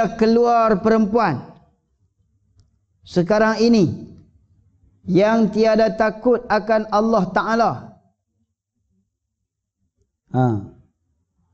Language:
Malay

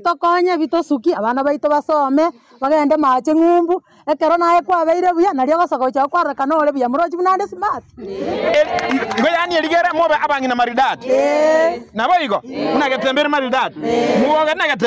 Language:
Gusii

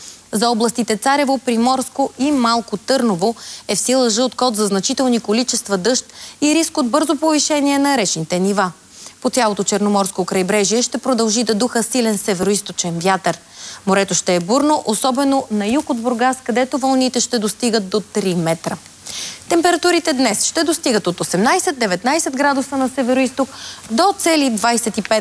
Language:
Bulgarian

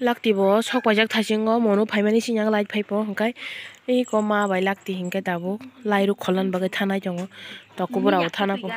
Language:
Kok Borok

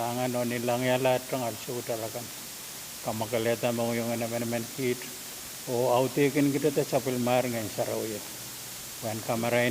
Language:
Pohnpeian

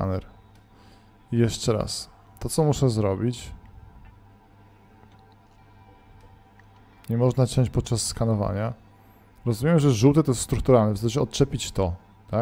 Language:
Polish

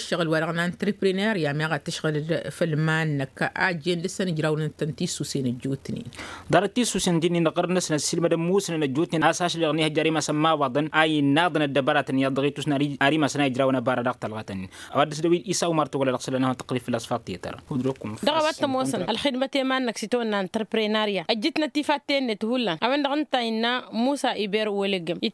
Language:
Tamasheq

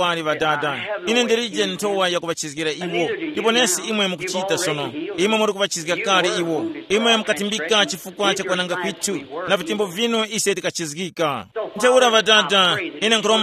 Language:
Tumbuka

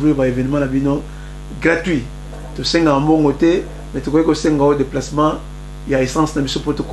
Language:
Lingala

